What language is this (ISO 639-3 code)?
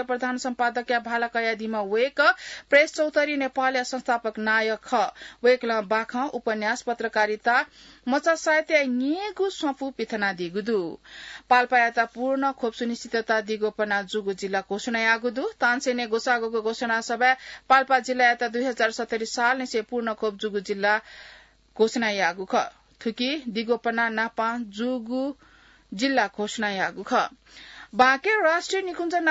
new